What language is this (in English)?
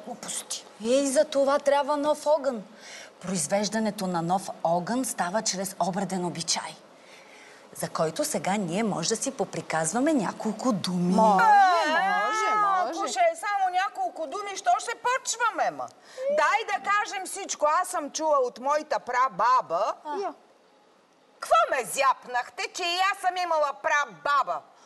Bulgarian